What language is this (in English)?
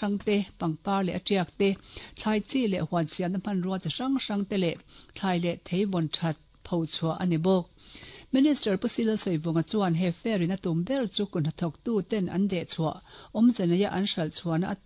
Mizo